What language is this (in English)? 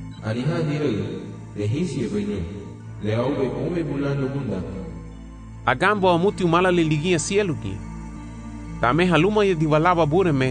Garifuna